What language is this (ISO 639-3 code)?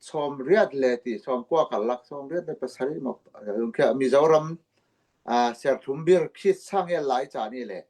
cfm